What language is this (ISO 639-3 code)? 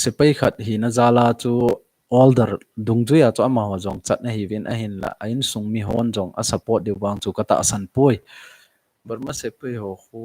tcz